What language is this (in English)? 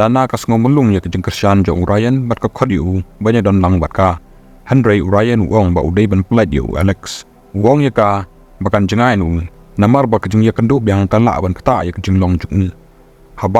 Khasi